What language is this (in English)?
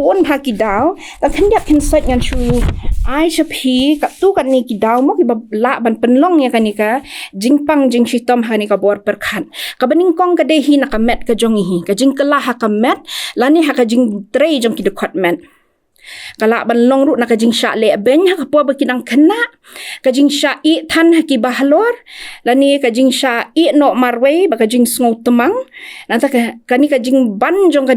Khasi